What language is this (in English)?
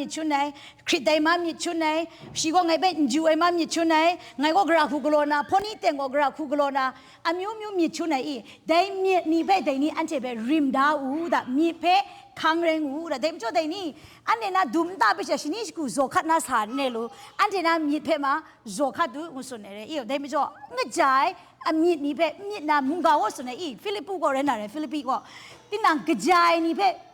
Kachin